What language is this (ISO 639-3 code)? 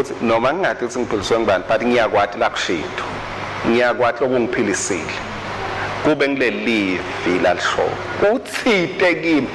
ssw